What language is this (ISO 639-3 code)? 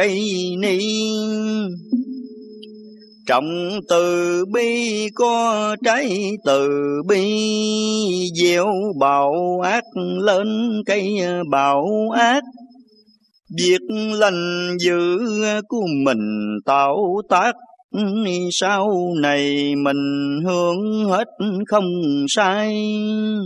vie